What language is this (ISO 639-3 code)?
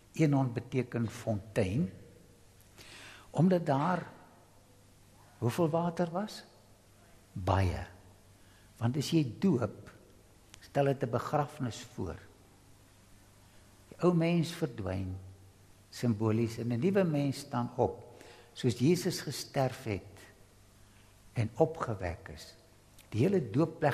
afr